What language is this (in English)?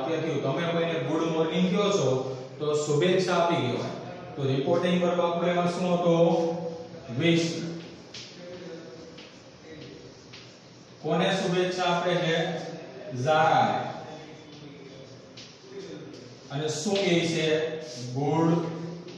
Gujarati